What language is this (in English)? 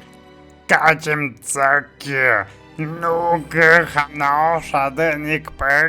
Tlahuitoltepec Mixe